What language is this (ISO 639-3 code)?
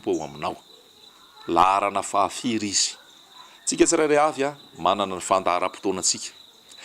mlg